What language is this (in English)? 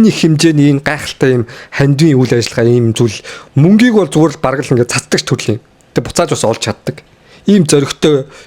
Mongolian